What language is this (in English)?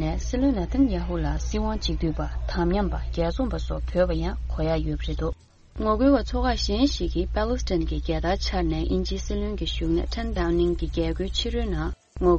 Tibetan